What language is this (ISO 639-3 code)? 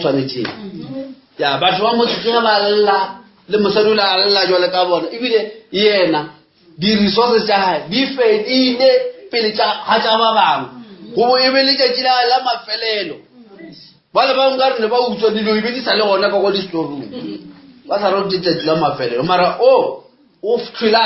nso